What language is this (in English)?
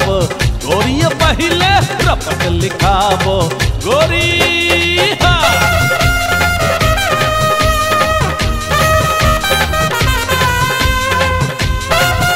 Bhojpuri